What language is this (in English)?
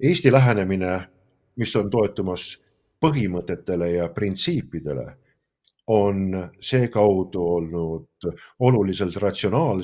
Estonian